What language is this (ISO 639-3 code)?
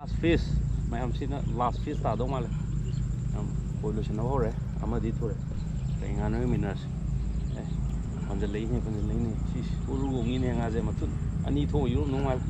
mni